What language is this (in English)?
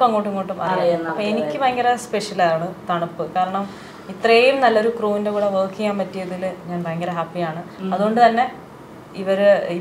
Malayalam